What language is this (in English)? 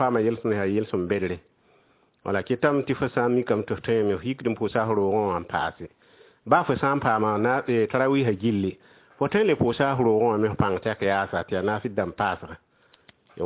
Mossi